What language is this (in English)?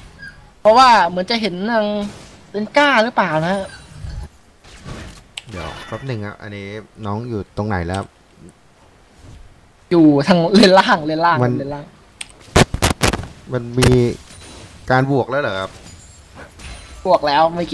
Thai